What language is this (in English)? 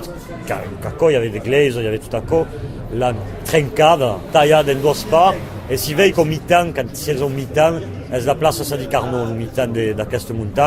Occitan